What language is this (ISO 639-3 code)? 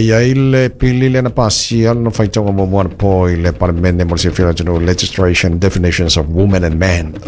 smo